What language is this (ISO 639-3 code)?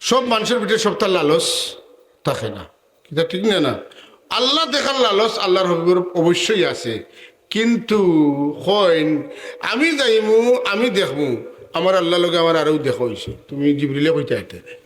syl